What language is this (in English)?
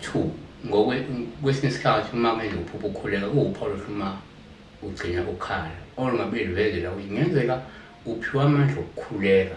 Zulu